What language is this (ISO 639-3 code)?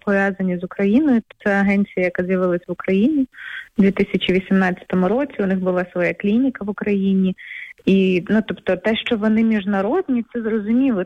ukr